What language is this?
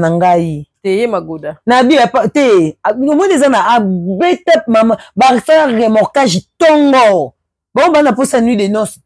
Lingala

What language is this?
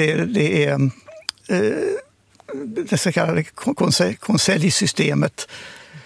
Swedish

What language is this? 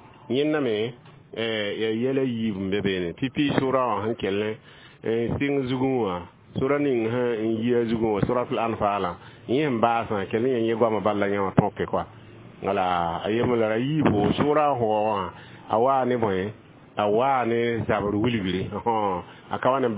Mossi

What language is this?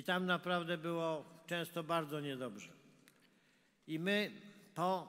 Polish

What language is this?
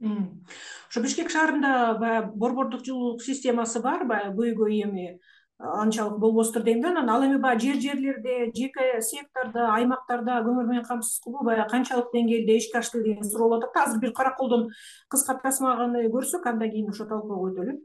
Kyrgyz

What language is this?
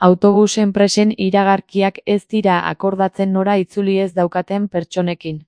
Basque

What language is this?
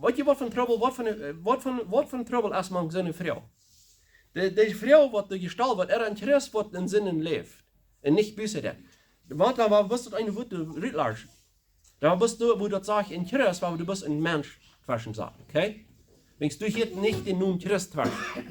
Plautdietsch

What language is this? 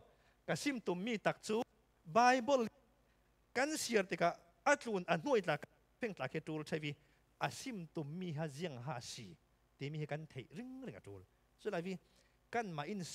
Falam Chin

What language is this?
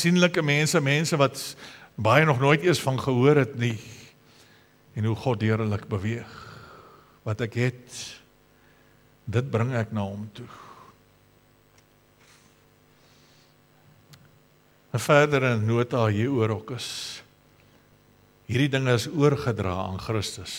Afrikaans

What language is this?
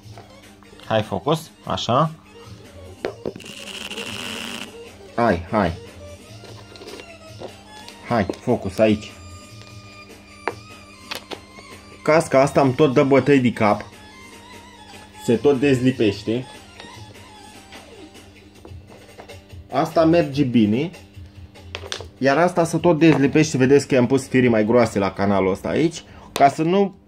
Romanian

